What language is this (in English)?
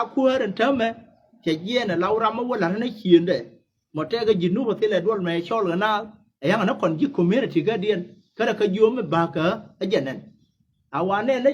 Nuer